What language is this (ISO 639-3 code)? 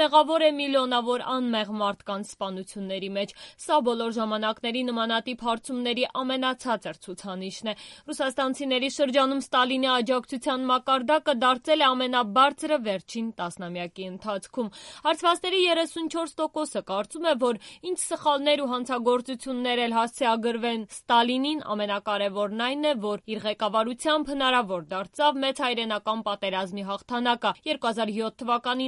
hye